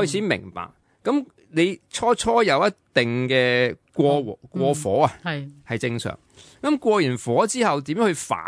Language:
Cantonese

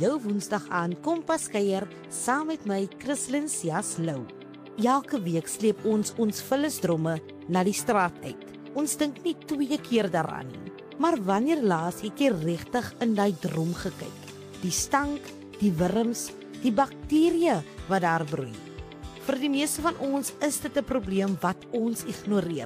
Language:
Afrikaans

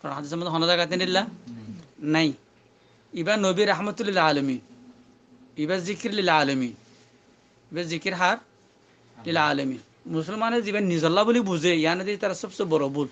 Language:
Rohingya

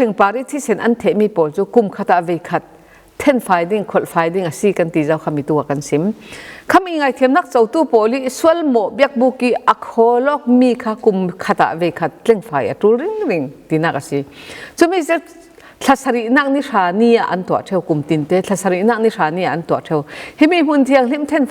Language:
Falam Chin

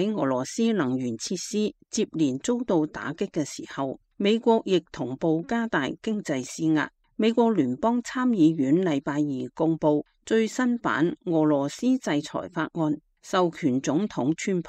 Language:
Cantonese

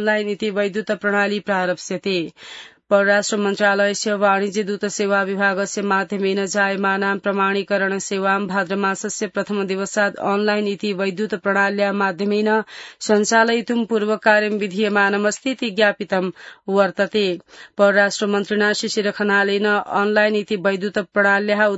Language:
Sanskrit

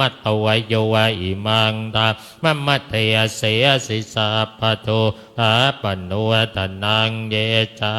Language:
Pali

